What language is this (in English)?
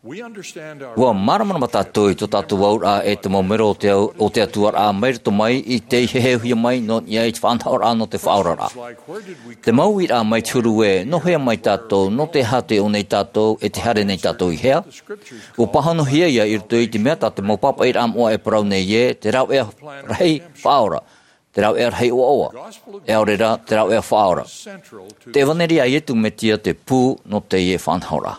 Tahitian